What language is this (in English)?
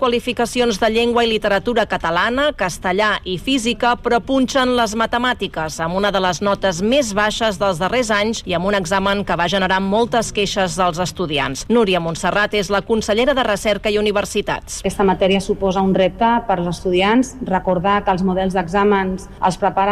Catalan